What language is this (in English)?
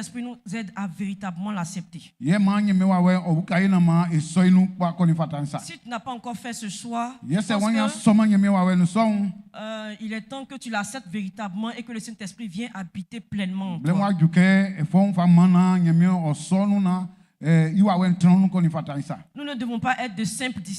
Baoulé